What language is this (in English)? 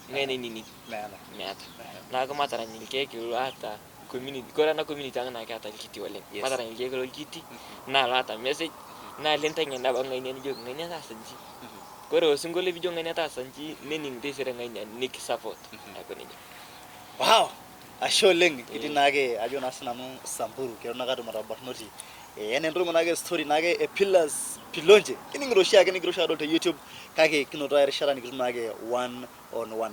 Masai